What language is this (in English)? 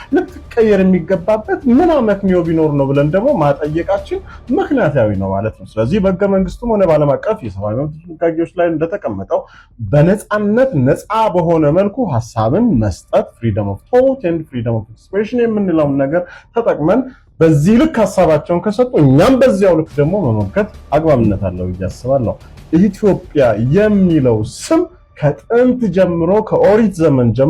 Amharic